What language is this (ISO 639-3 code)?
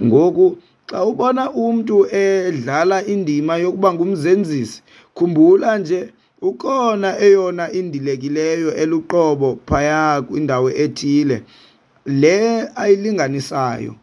xho